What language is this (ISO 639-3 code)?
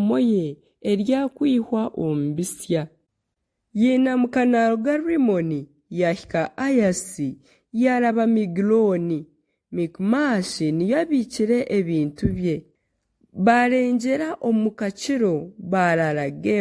nyn